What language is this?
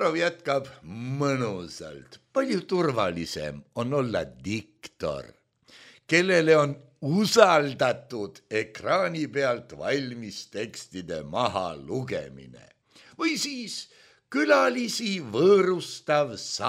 Estonian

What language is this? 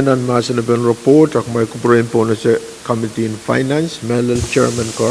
Pohnpeian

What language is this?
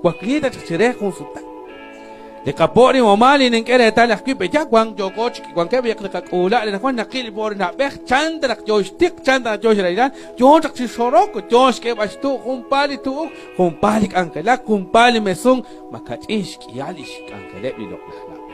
Kekchí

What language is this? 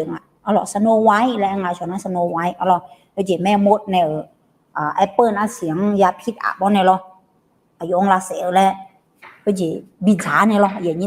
Akha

